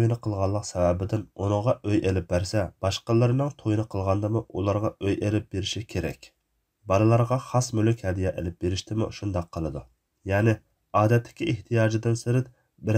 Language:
Uyghur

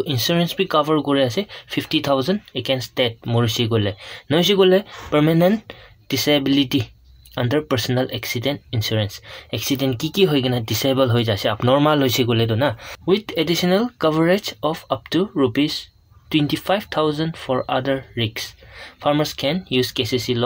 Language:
Naga Pidgin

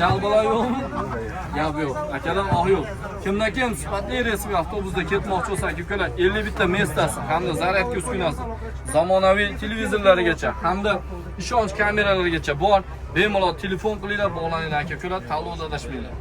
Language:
Uzbek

